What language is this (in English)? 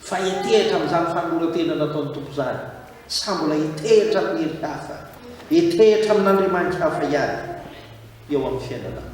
Malagasy